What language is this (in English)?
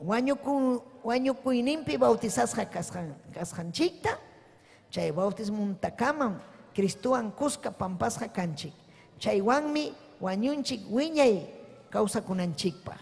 Ayacucho Quechua